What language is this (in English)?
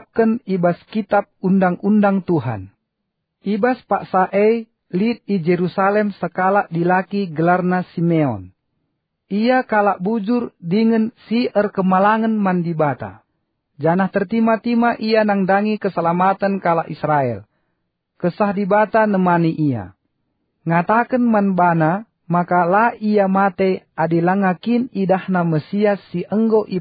Batak Karo